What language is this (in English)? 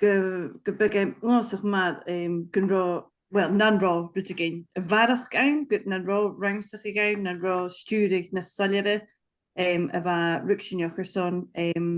Scottish Gaelic